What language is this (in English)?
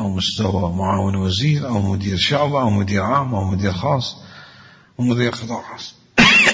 Mesopotamian Arabic